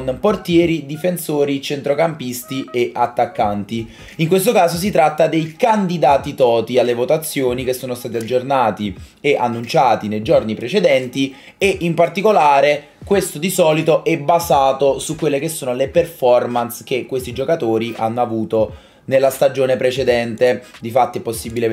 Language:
Italian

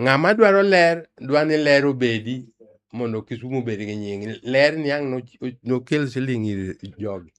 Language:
Luo (Kenya and Tanzania)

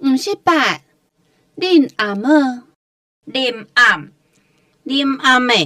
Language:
Hakka Chinese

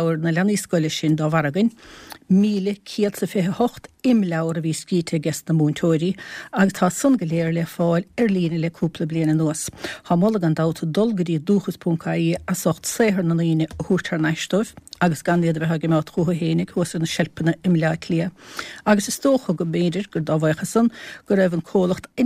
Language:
Irish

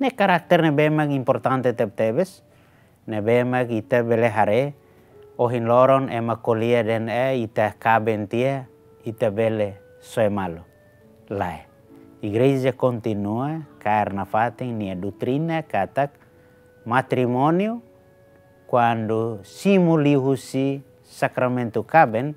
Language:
Tetum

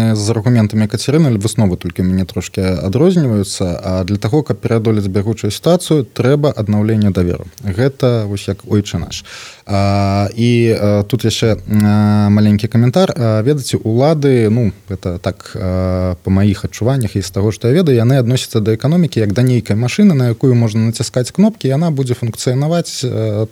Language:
Belarusian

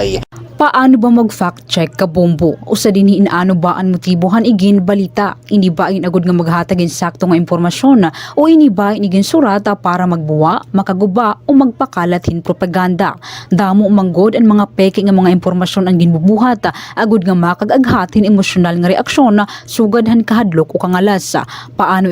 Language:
Waray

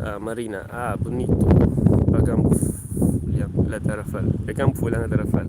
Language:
Kabuverdianu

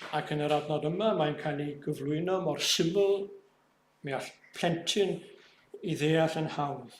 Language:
Welsh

